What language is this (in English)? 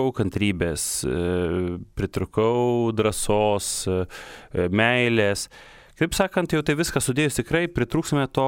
Lithuanian